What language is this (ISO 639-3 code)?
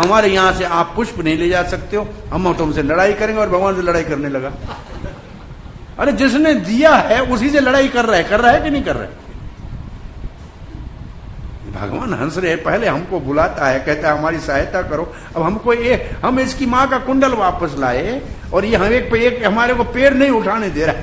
hin